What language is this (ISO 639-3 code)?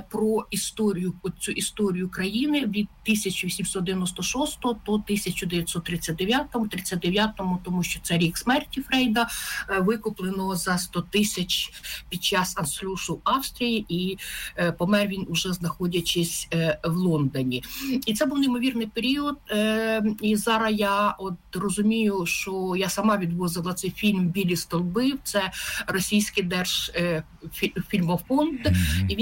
ukr